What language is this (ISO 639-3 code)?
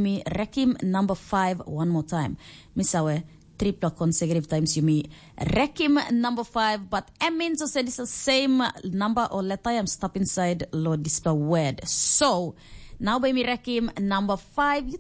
tpi